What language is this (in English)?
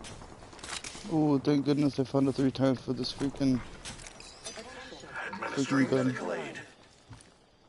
English